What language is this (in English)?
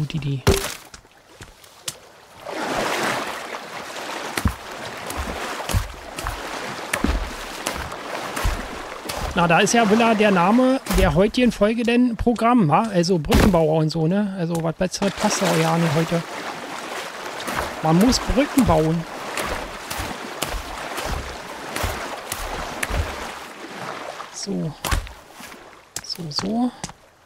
German